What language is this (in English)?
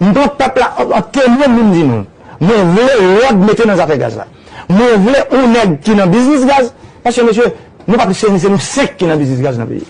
Haitian Creole